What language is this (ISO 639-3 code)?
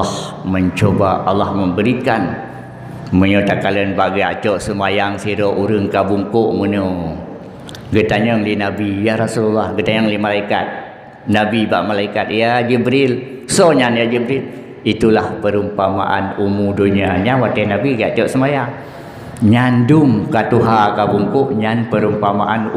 ace